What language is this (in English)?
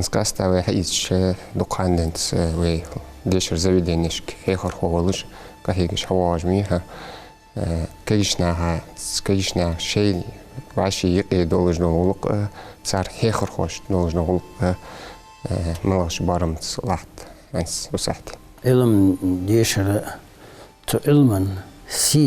Ingush